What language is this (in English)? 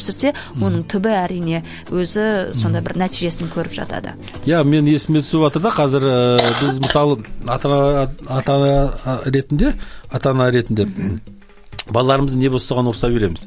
Kazakh